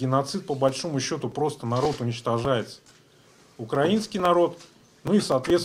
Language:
Russian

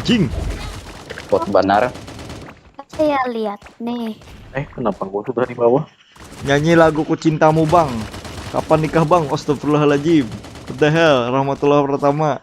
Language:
Banjar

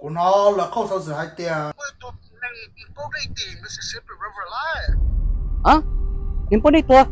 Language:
Hmong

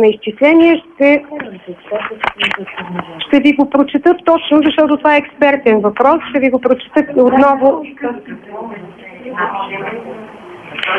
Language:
Bulgarian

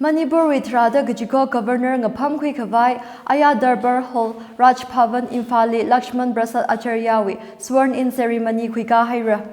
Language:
Tangkhul Naga (India)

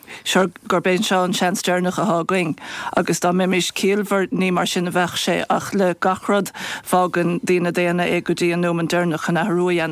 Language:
Irish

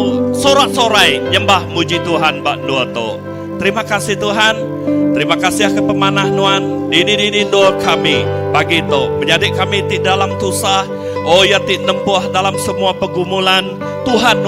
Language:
Iban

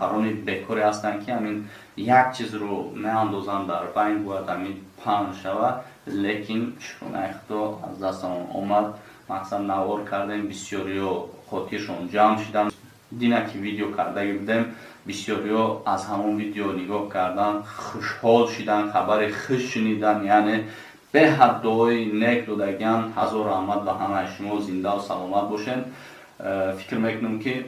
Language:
Tajik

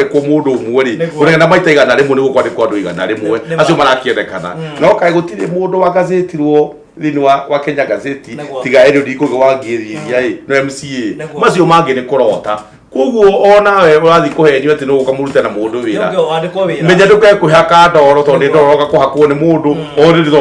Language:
Kikuyu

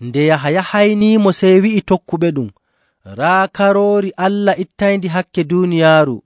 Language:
Nigerian Fulfulde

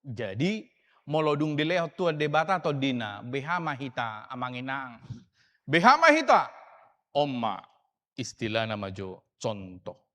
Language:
Batak Toba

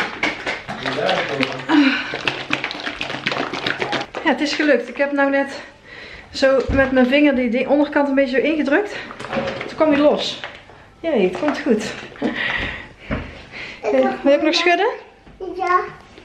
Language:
Dutch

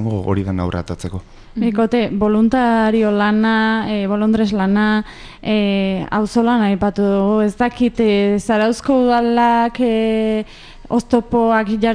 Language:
Basque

